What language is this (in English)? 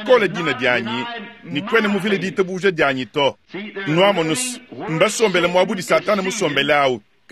Luba-Lulua